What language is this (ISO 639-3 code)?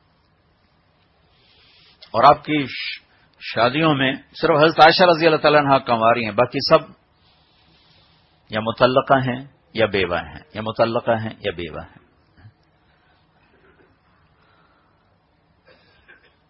urd